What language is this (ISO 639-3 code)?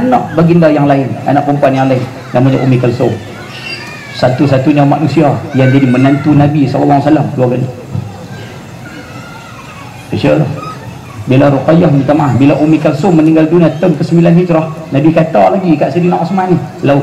msa